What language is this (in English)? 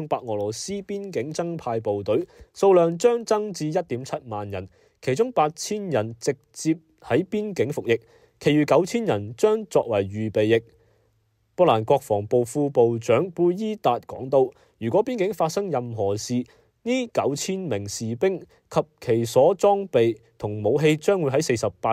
Cantonese